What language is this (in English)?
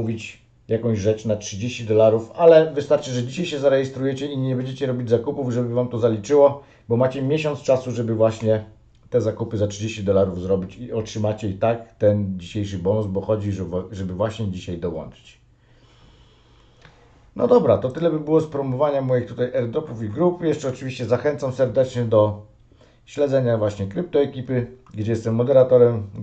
Polish